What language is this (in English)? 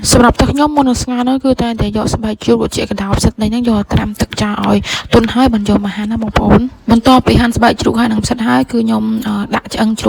Khmer